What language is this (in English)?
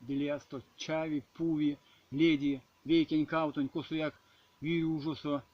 Erzya